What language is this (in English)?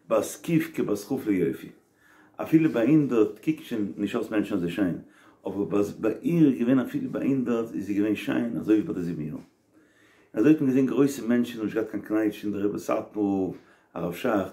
Yiddish